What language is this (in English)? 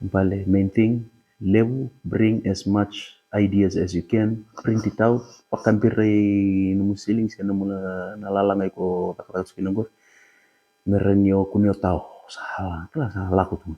Fijian